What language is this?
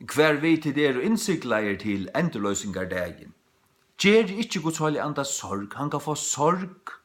Faroese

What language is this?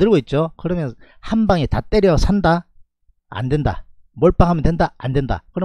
Korean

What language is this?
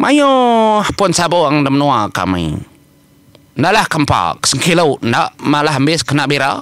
Iban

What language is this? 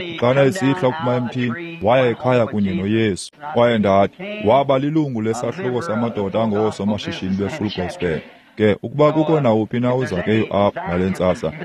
Xhosa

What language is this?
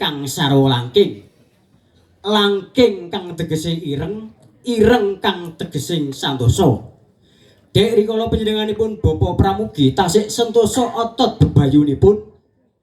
Javanese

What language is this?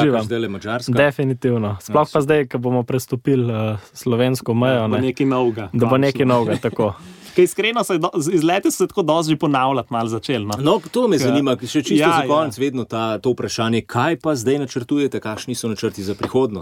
Slovenian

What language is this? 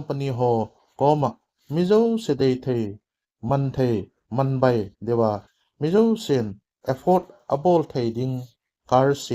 Thado Chin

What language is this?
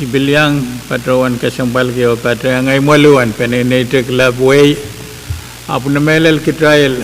Pohnpeian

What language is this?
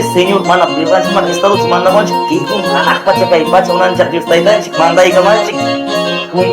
Quechua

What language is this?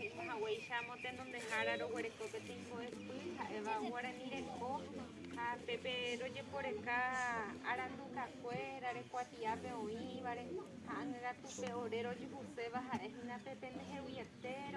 Guarani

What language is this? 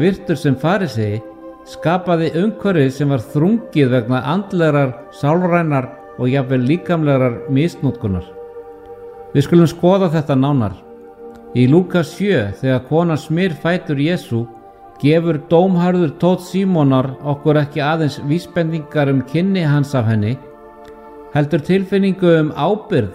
Icelandic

